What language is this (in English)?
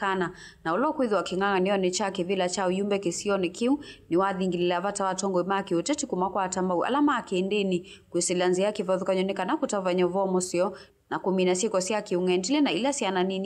Kamba